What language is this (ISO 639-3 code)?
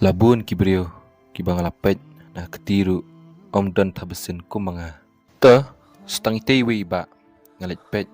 kha